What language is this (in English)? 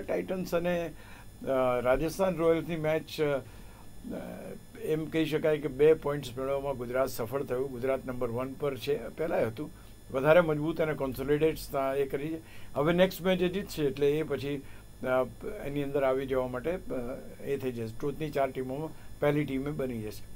Gujarati